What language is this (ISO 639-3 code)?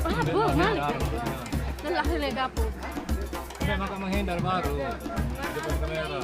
sas